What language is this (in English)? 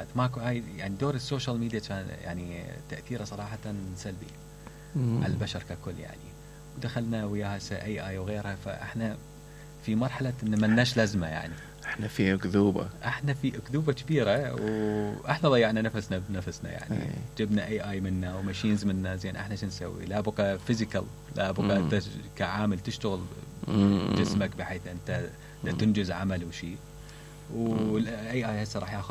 Mesopotamian Arabic